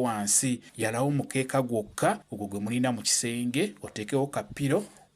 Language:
Ganda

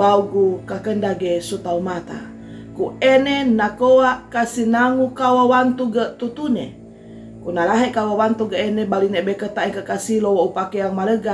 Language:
Sangir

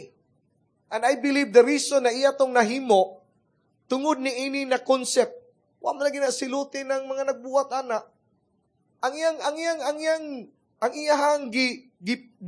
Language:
Cebuano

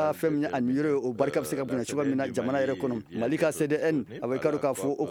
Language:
Bambara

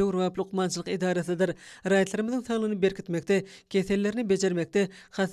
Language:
Turkmen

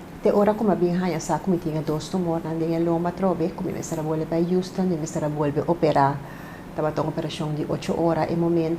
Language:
Papiamento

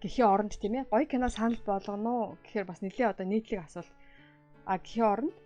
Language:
Mongolian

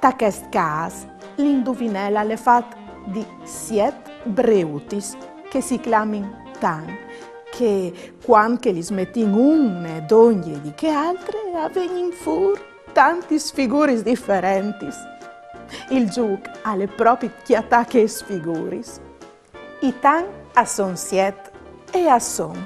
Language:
Friulian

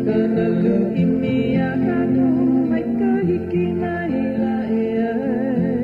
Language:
Hawaiian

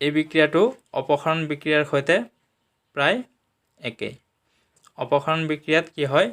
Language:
Assamese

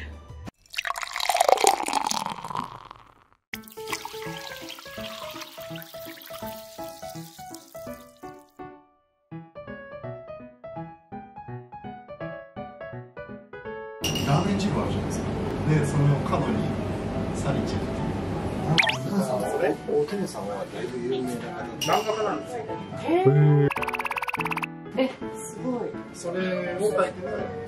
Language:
Japanese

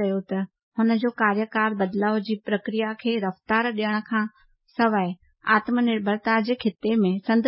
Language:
Sindhi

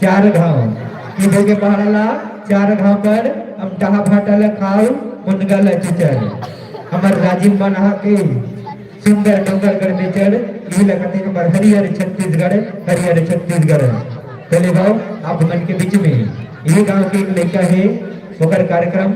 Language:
Chhattisgarhi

